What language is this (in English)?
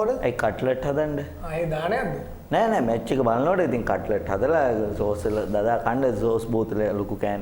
Sinhala